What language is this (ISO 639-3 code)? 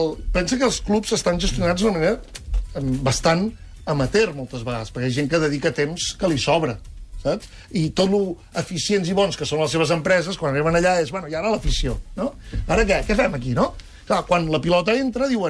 cat